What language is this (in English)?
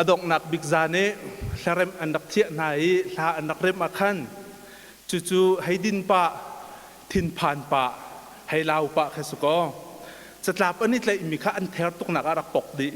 Hakha Chin